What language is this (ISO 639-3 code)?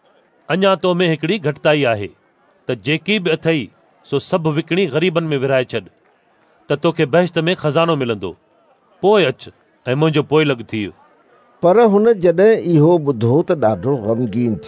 snd